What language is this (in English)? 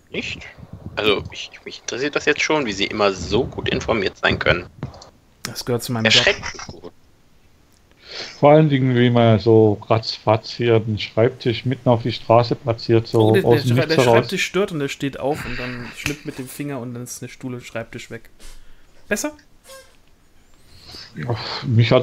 German